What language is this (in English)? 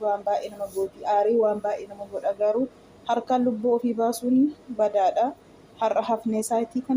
Oromo